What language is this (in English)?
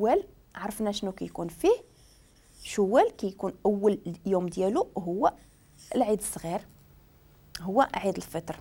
Moroccan Arabic